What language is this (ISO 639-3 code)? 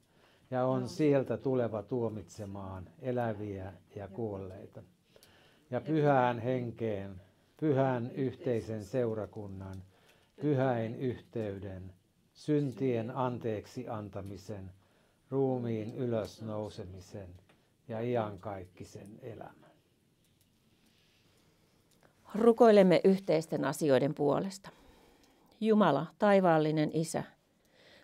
fin